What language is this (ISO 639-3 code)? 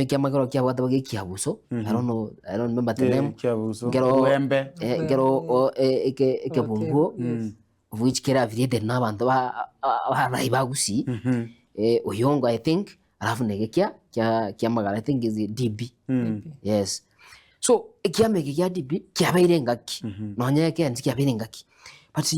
guz